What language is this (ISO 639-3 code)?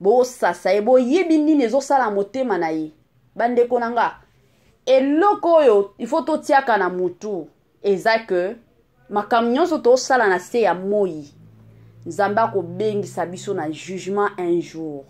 lin